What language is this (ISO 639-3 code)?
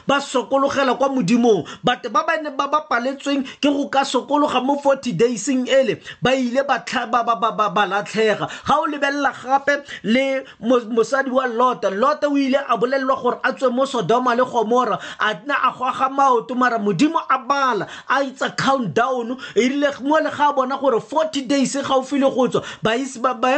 tsn